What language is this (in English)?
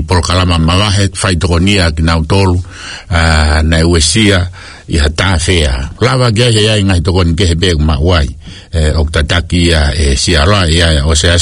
Tongan